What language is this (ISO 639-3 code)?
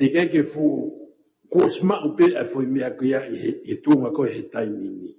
ton